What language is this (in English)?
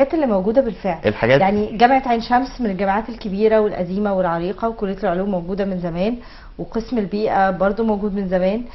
Egyptian Arabic